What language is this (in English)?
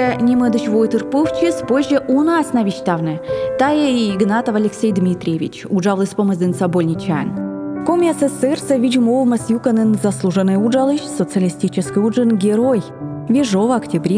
Komi